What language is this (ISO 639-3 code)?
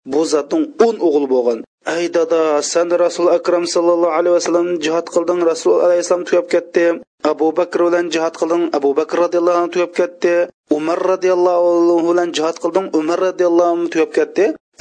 uig